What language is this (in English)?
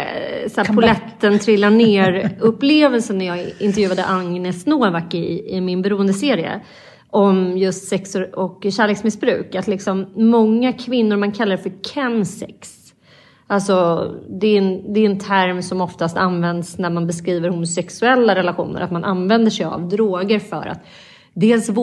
Swedish